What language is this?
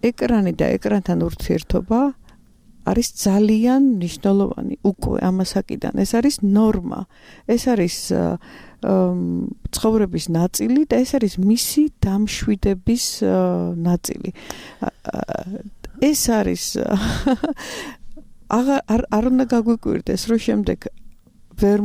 Georgian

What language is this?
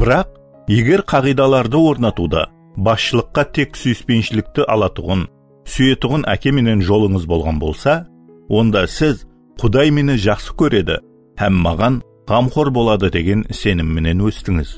Kara-Kalpak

